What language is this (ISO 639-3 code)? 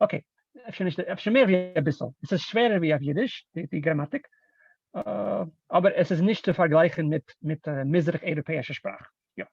yid